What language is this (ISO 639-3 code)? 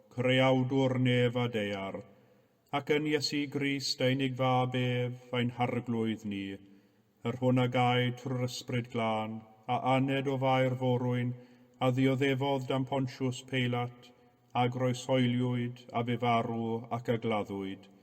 cym